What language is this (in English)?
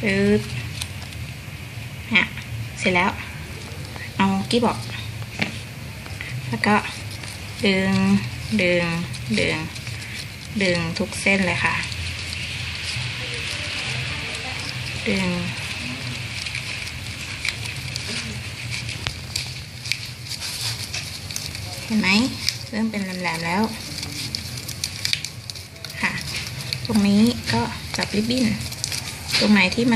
Thai